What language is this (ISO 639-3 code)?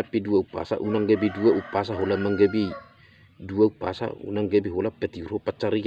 bbc